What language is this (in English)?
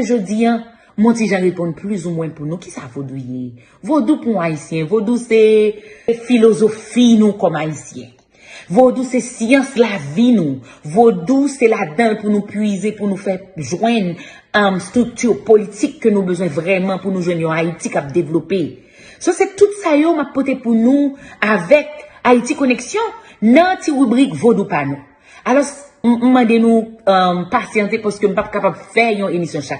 Haitian Creole